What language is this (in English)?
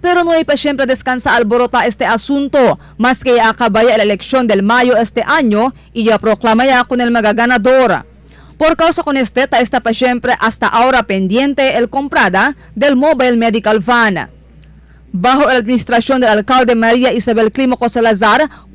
Chavacano